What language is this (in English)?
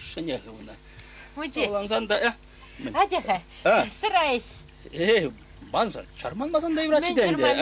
Chuvash